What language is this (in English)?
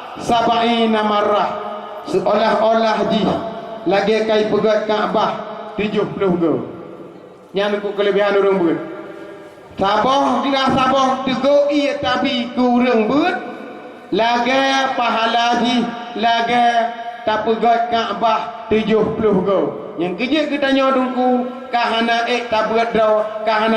Achinese